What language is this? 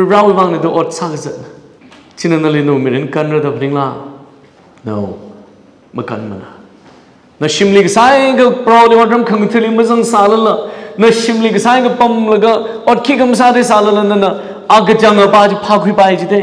Tangkhul Naga (India)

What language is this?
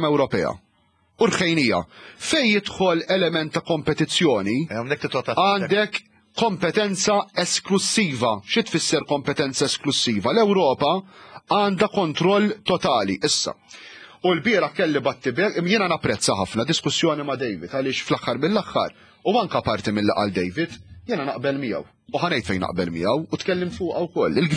Maltese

